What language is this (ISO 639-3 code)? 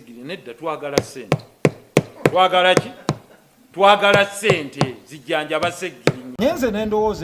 lug